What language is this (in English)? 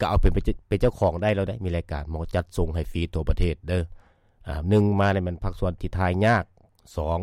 Lao